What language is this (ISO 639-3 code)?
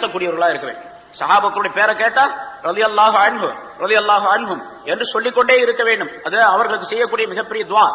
tam